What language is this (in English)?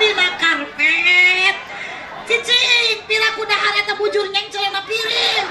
Sundanese